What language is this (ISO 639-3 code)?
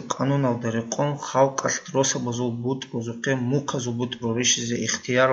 ava